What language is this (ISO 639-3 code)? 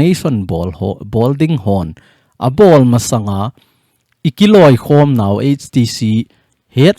tcz